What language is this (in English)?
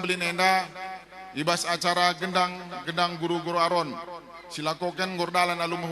Batak Karo